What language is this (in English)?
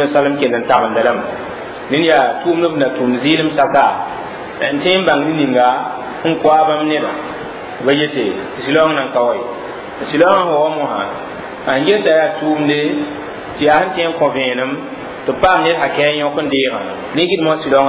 Mossi